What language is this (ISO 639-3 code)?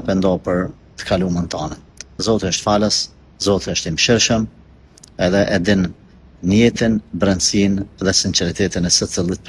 sqi